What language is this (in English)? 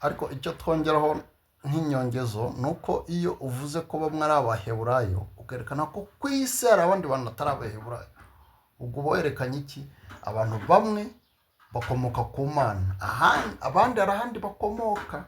Kinyarwanda